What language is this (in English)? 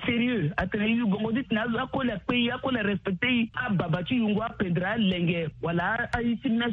Sango